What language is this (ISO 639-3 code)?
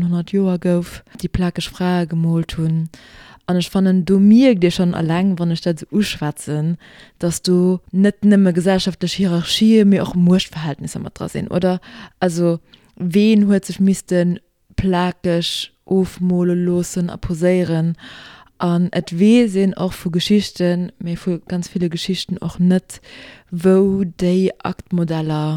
ltz